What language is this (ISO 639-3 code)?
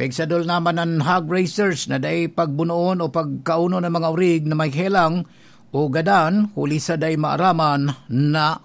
bik